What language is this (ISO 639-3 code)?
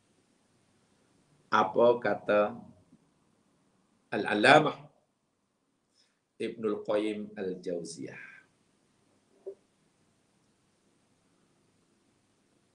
msa